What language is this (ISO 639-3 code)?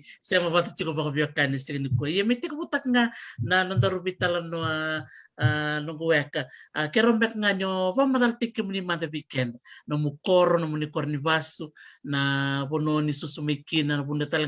fij